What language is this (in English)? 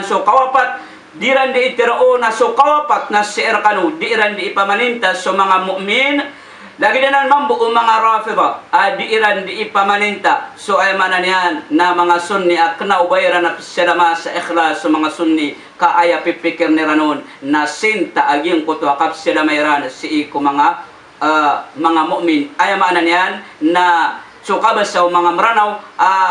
Maranao